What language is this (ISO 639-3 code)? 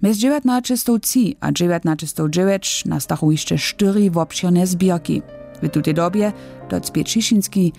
hsb